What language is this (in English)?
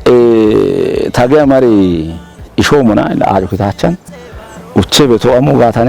Kafa